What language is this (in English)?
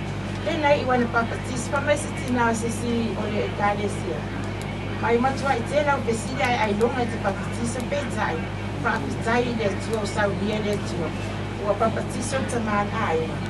Samoan